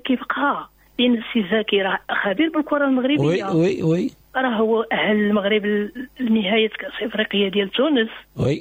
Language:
Moroccan Arabic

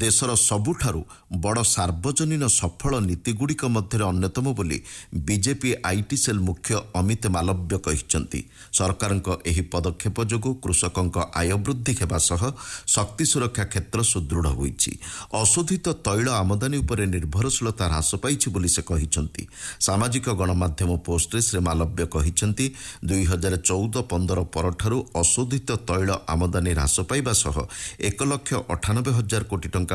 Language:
Odia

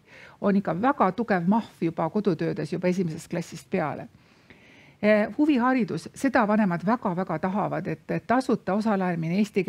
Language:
Estonian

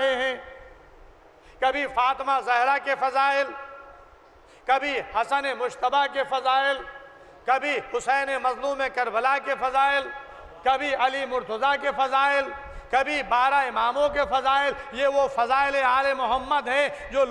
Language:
Urdu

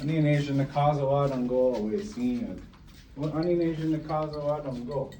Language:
Chippewa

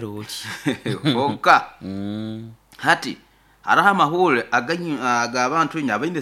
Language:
Nyoro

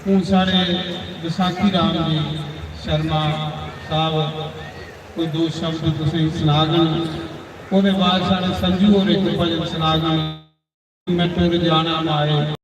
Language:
Dogri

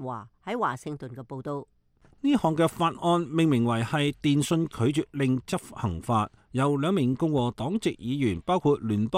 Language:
Cantonese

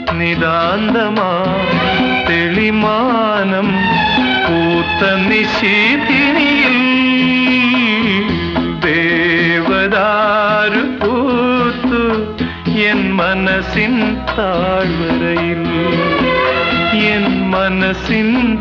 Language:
Malayalam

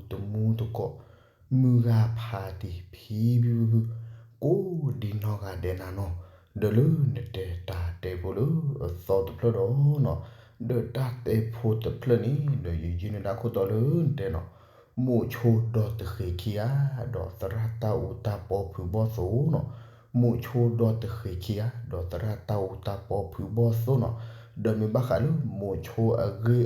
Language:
S'gaw Karen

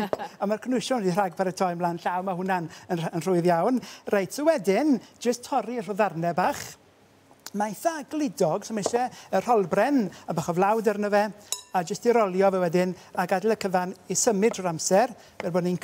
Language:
Welsh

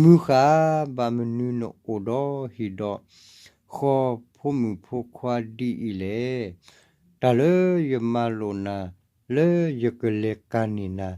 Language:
S'gaw Karen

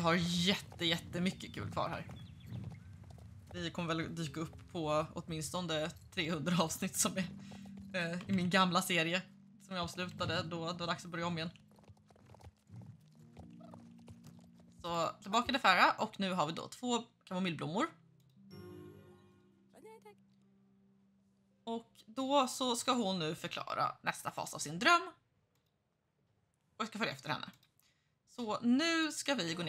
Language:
Swedish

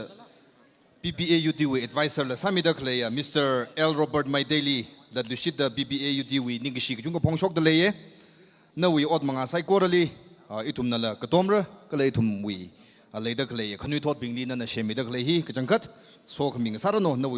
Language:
Tangkhul Naga (India)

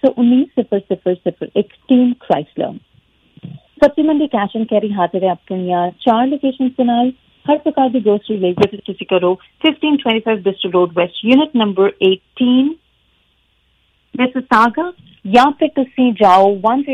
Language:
Punjabi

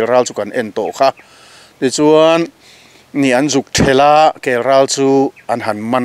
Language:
Mizo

